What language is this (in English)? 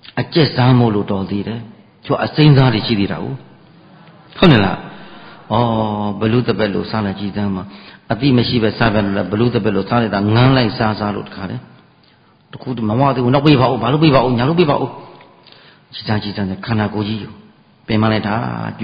Burmese